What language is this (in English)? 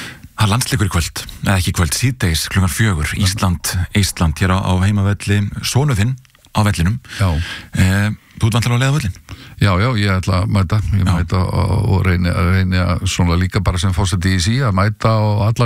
Icelandic